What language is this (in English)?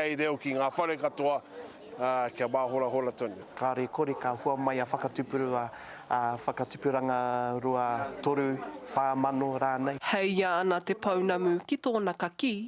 Māori